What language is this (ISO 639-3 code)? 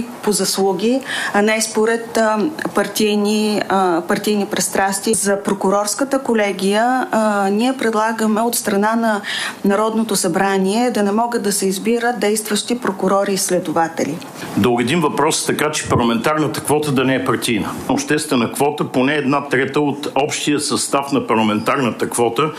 bul